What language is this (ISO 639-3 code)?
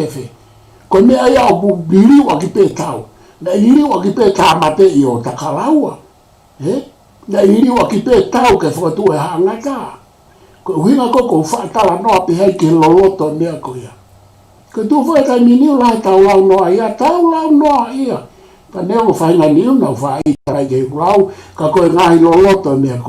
ton